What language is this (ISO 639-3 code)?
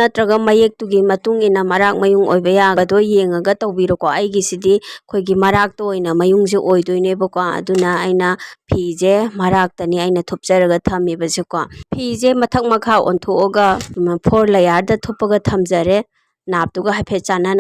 mni